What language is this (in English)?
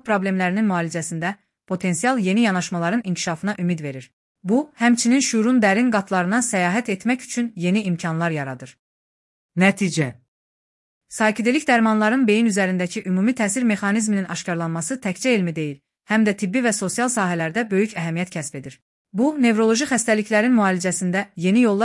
Azerbaijani